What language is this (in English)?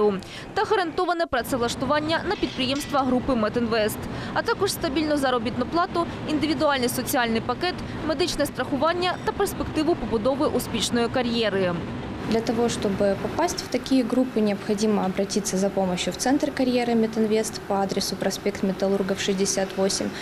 Ukrainian